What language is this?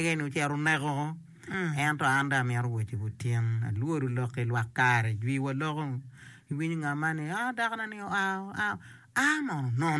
Acoli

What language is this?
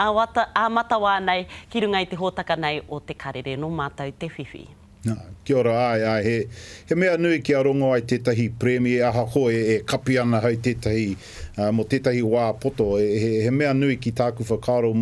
Māori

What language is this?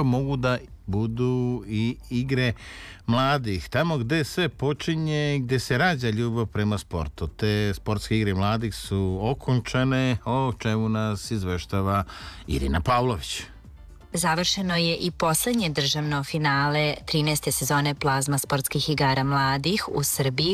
Serbian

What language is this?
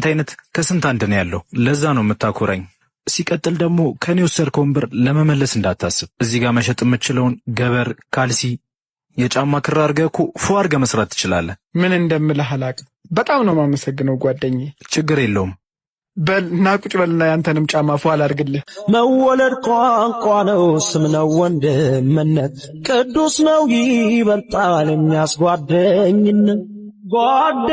Amharic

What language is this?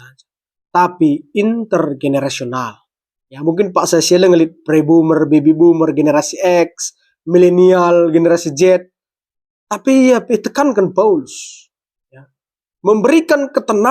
Batak Karo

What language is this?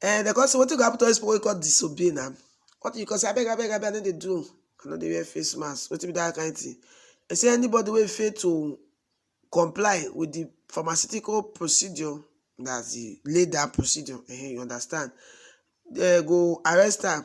Nigerian Pidgin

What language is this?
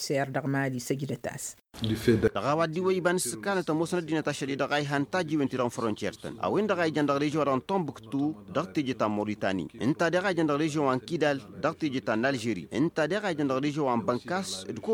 Tamasheq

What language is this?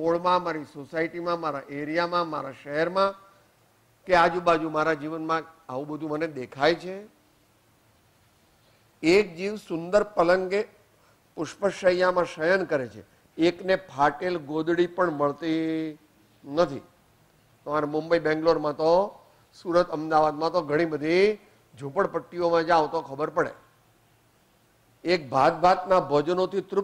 Gujarati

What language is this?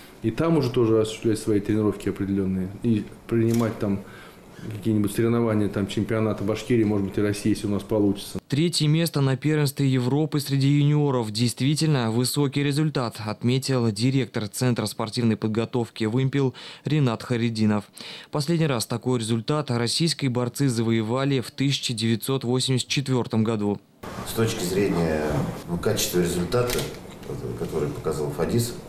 Russian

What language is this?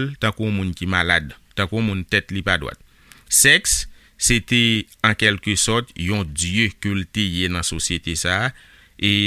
Haitian Creole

